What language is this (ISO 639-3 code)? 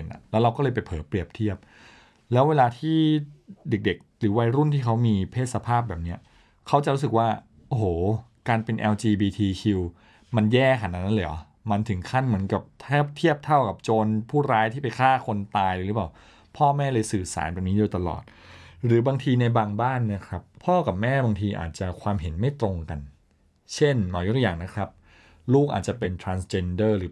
tha